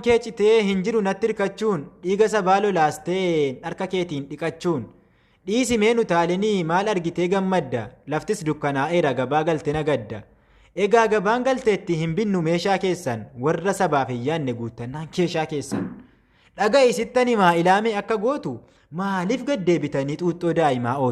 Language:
Oromo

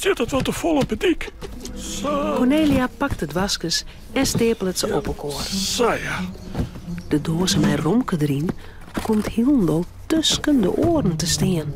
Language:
Western Frisian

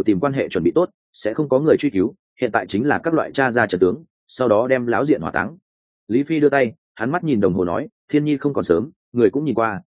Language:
Vietnamese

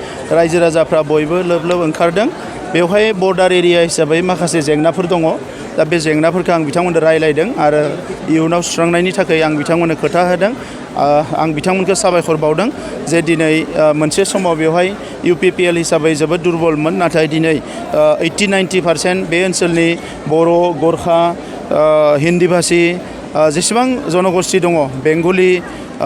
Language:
Bodo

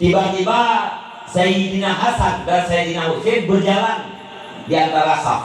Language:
Achinese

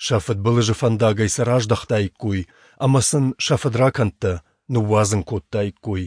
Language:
Ossetic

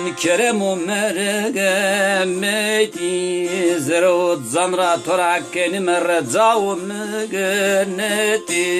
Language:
Zaza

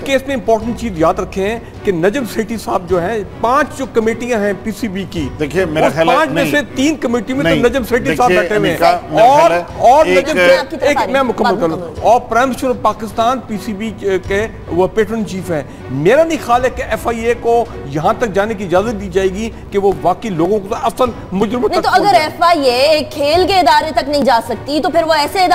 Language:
Urdu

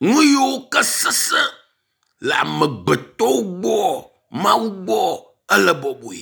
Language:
Ewe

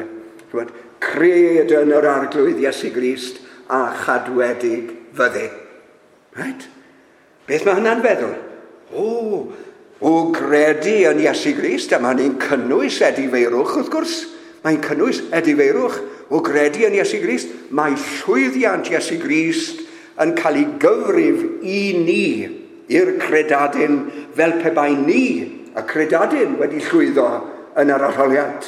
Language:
Welsh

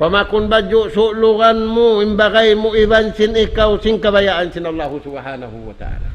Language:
Tausug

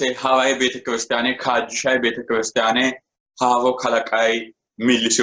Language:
Sidamo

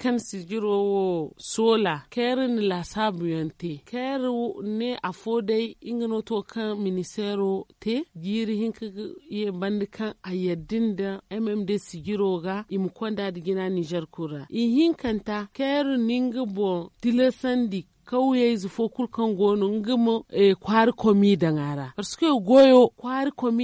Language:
Zarma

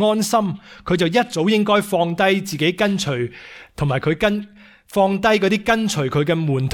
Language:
Cantonese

